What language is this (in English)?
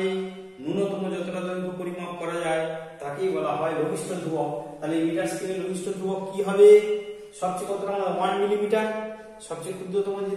Bangla